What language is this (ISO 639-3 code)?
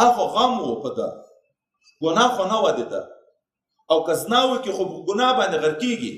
pus